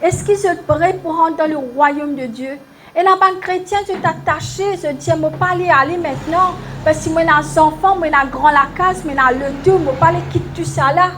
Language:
Morisyen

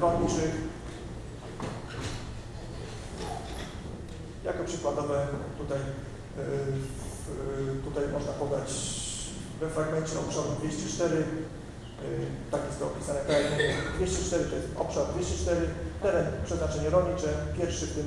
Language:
Polish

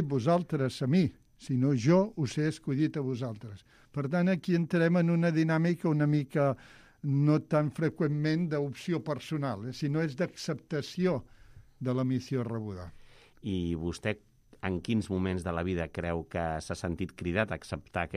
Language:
Catalan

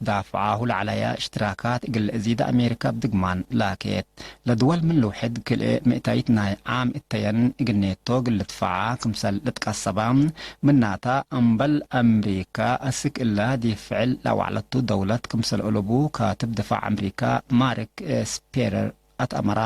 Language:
Tigre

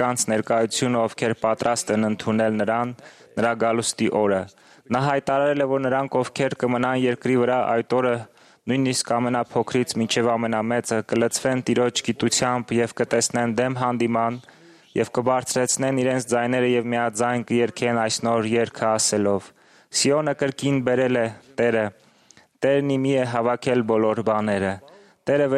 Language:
Armenian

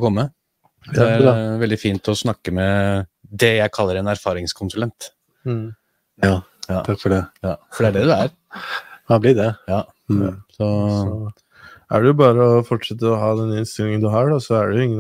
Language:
Norwegian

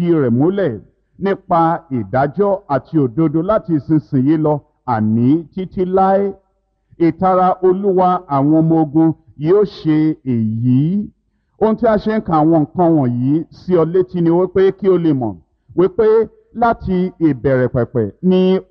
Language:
Yoruba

